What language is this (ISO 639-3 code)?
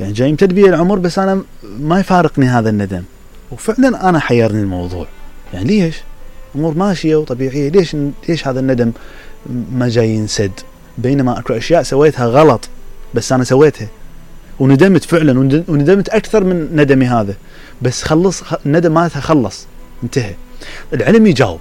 acm